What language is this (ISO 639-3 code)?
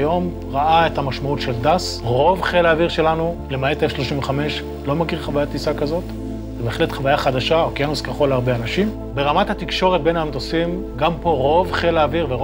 heb